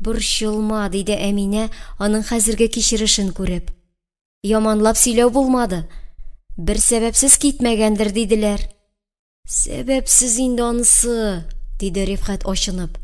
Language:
Tatar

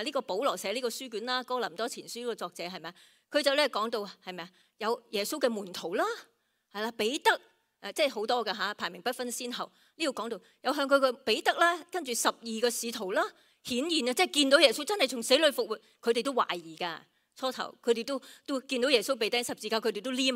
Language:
Cantonese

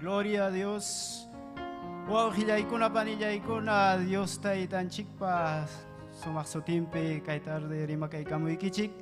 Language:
Ayacucho Quechua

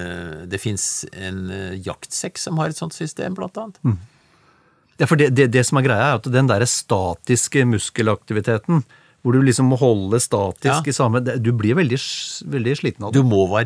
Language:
Norwegian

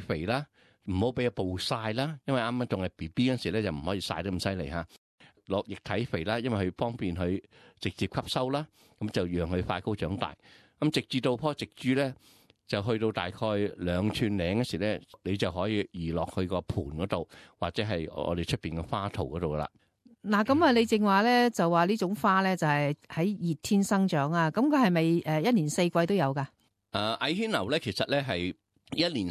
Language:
Cantonese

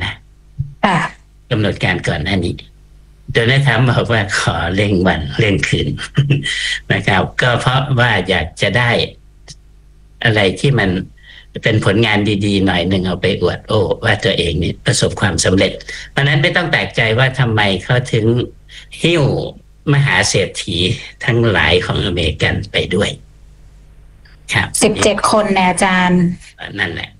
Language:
Thai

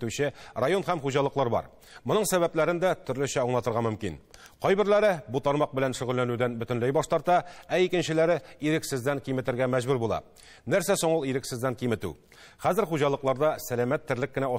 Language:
Tatar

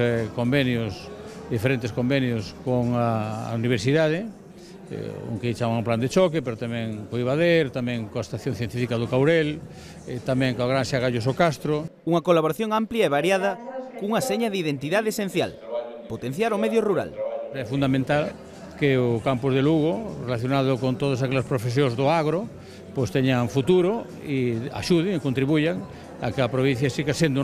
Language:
Galician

